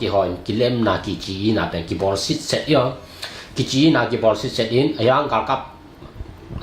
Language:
Tedim Chin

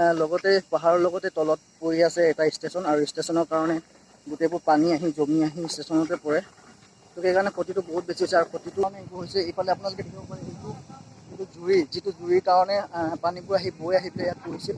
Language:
Assamese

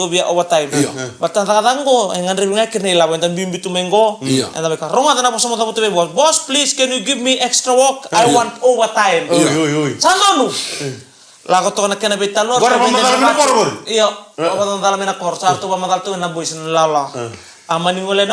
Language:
Fijian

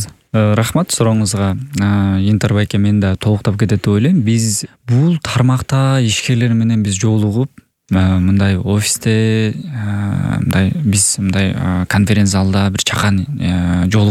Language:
Kyrgyz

